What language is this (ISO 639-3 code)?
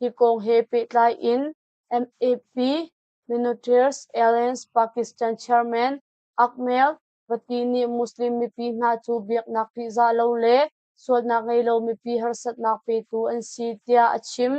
cnh